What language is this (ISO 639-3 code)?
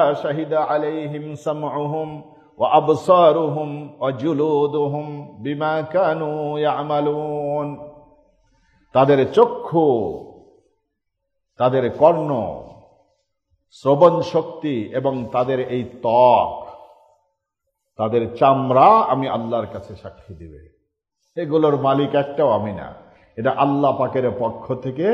ben